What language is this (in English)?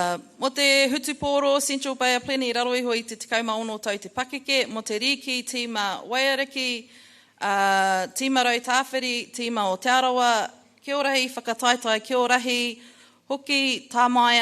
Māori